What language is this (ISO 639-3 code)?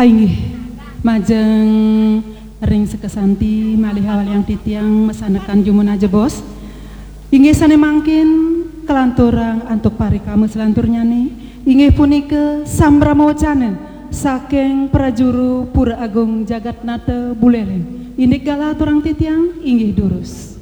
ban